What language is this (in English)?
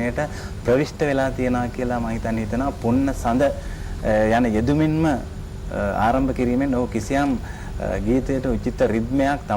Sinhala